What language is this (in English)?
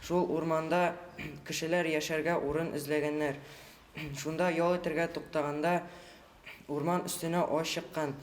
Bashkir